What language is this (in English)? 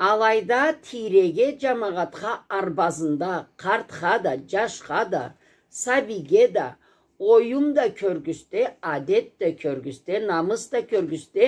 Karachay-Balkar